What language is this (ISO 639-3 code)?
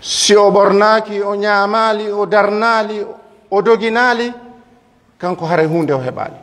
ful